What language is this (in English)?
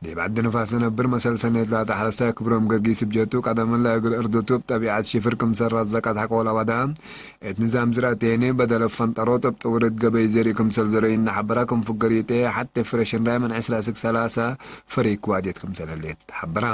Tigre